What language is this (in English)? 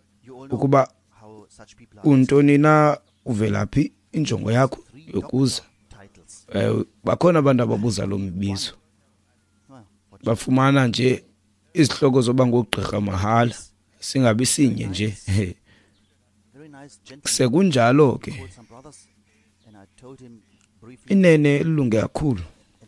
Xhosa